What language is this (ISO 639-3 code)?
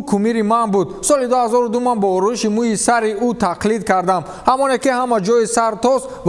tgk